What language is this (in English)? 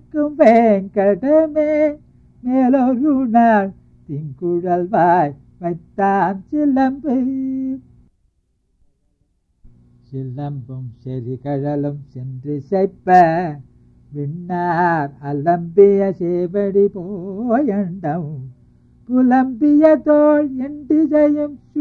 Tamil